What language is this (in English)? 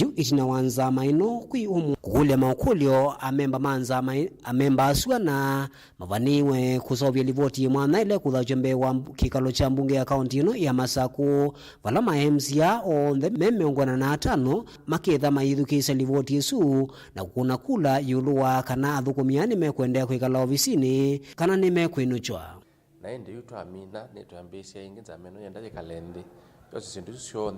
Kamba